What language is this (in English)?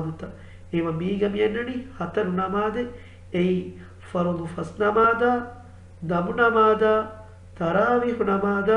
Divehi